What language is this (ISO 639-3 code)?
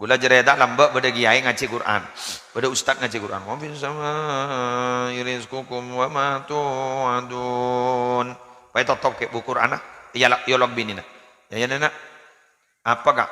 mad